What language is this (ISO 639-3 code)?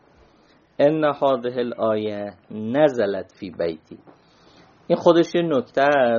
fas